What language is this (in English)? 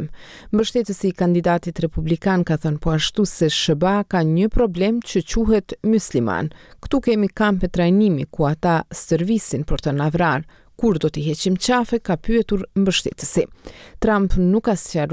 Albanian